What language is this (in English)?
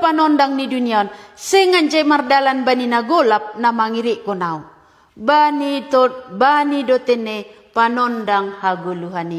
Batak Simalungun